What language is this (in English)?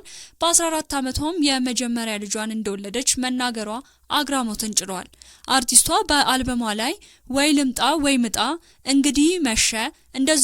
Amharic